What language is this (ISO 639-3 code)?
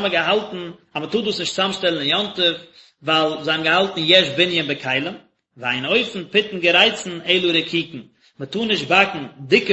yid